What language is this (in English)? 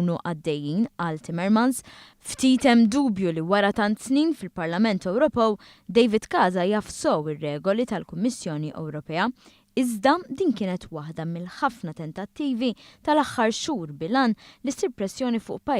Maltese